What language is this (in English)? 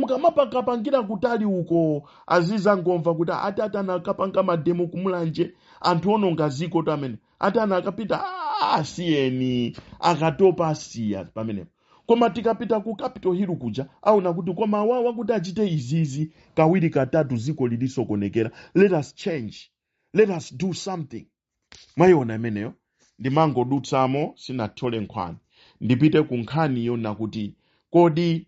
Nyanja